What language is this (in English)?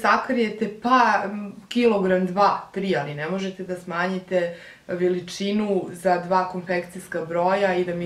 Serbian